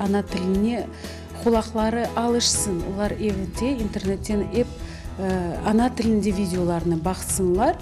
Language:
Crimean Tatar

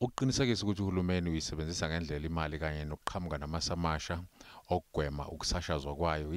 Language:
Zulu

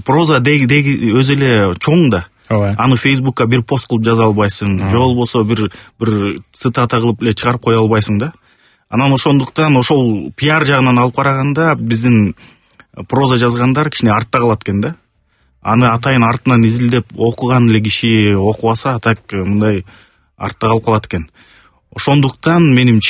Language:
Kyrgyz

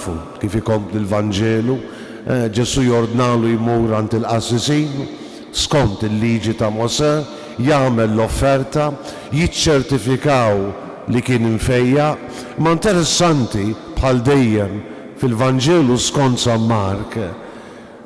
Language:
Maltese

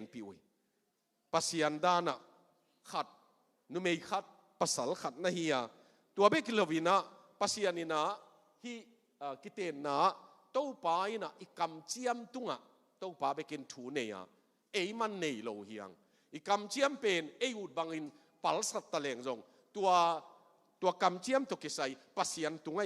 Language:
Tedim Chin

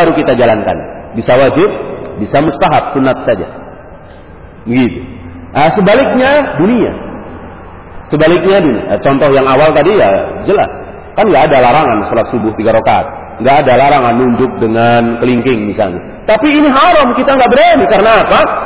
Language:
Indonesian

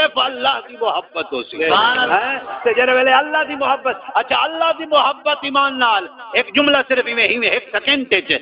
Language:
Saraiki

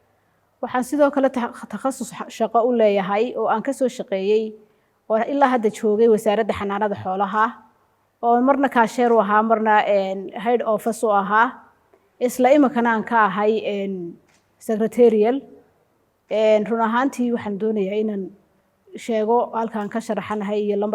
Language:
Somali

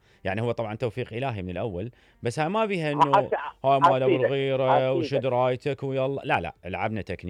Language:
Mesopotamian Arabic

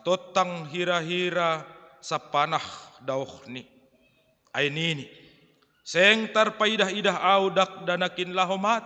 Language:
Batak Simalungun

